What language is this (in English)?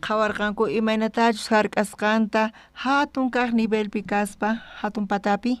South Bolivian Quechua